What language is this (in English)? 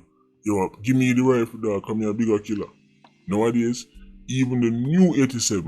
Jamaican Creole English